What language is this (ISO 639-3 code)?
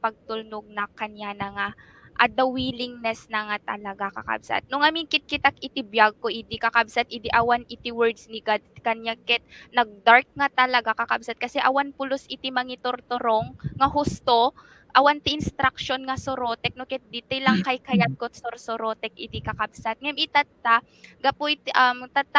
ilo